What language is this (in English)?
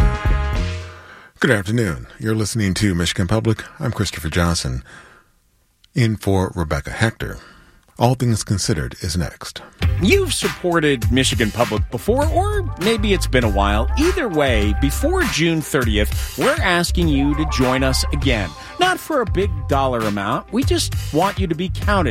English